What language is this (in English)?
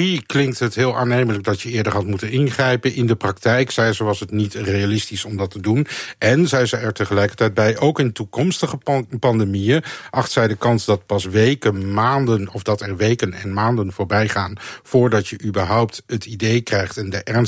Dutch